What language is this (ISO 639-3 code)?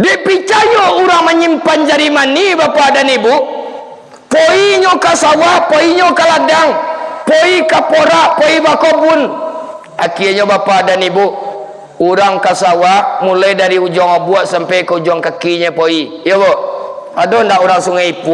min